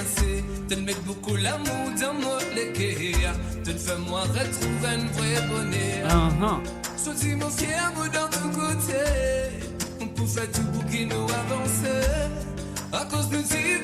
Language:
Morisyen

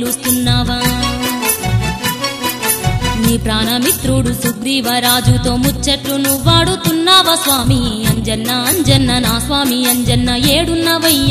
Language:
Telugu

